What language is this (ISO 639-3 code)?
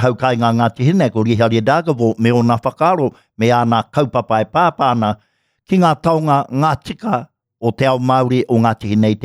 mri